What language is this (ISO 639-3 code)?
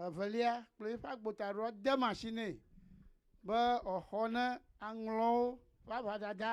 ewe